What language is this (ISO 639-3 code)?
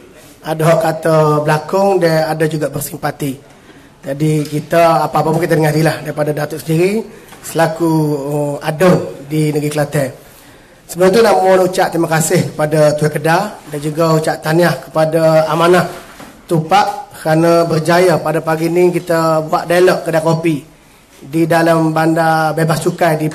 msa